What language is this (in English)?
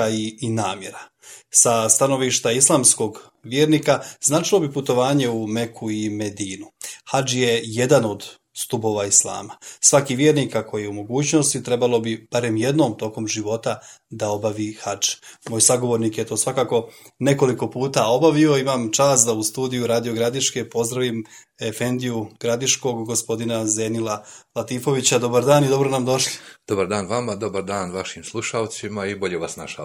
Bosnian